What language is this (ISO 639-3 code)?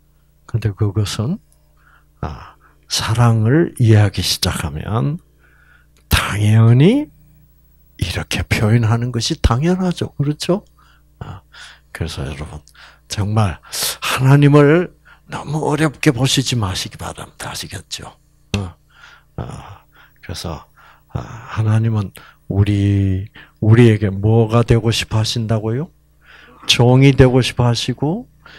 kor